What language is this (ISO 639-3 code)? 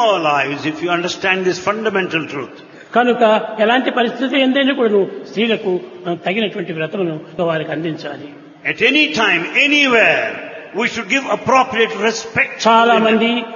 tel